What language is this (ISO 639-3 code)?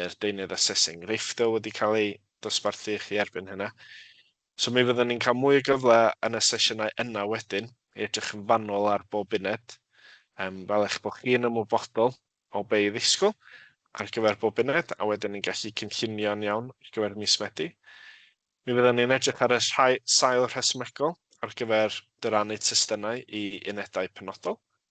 cym